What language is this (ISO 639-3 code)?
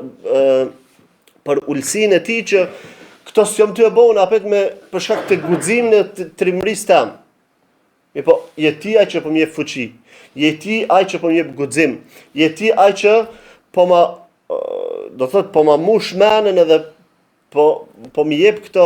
sqi